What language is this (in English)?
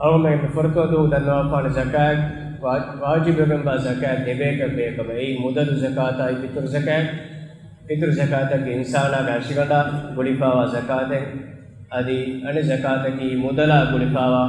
Divehi